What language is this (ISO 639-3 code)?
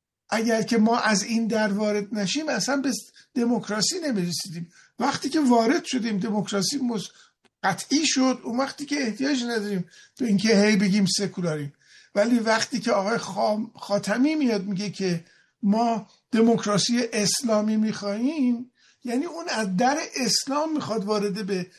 fas